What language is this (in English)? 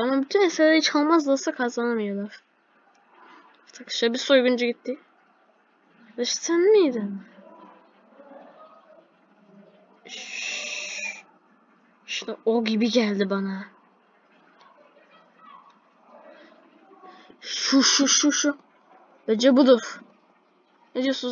Turkish